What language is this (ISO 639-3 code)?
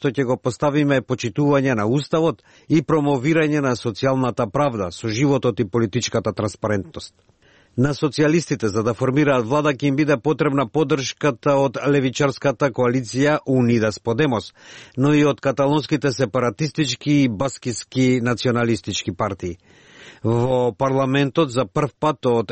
mkd